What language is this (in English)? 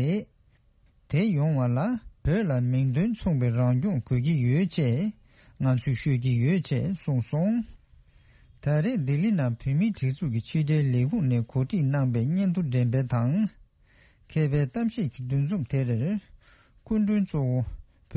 Tibetan